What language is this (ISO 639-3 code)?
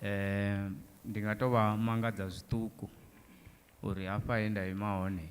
ven